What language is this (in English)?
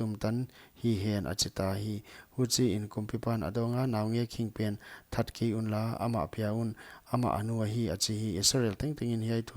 Paite Chin